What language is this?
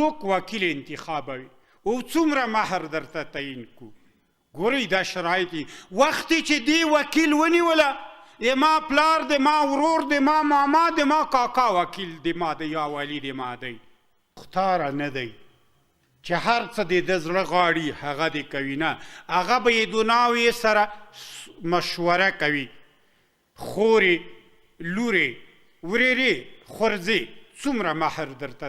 Pashto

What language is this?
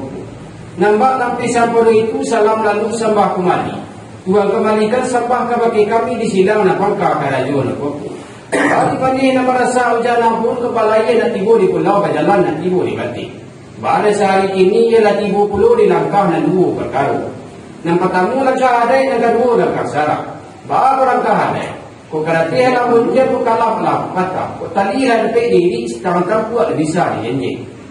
Minangkabau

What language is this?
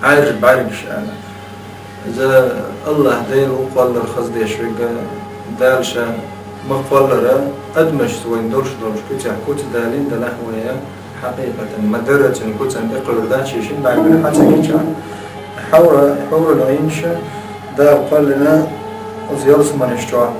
Chechen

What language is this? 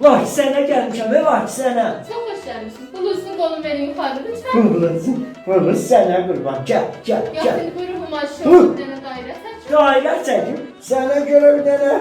South Azerbaijani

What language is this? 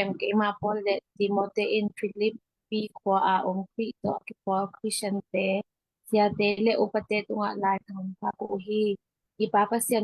Tedim Chin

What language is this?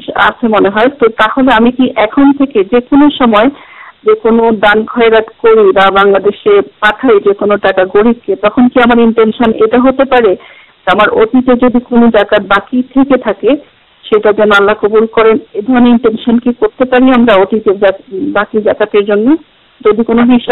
Bangla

